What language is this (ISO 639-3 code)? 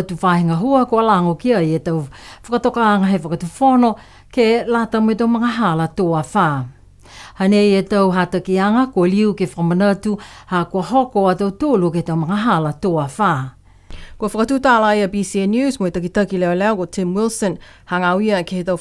niu